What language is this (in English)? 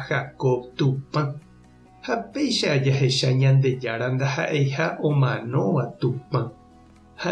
Guarani